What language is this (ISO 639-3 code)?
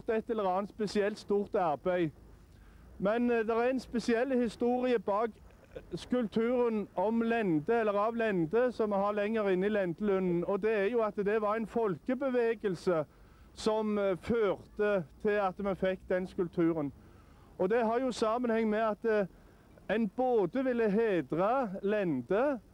nor